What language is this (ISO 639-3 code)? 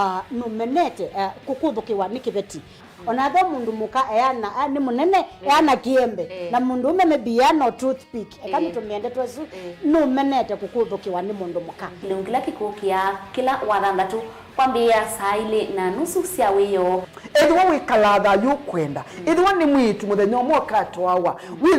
kam